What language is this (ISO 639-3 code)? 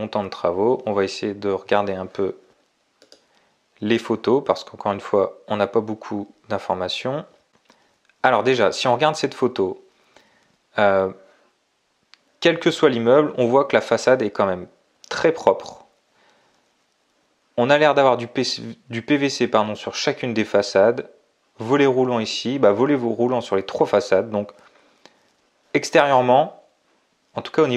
fra